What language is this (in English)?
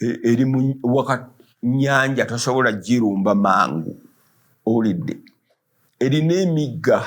Ganda